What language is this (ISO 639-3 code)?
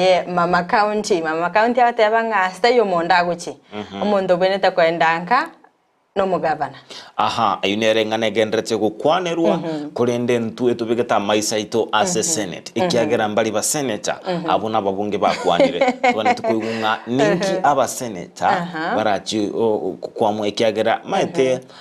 guz